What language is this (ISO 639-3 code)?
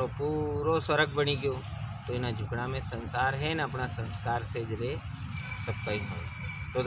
raj